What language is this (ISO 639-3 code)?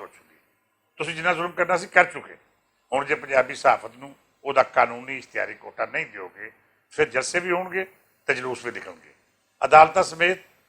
lah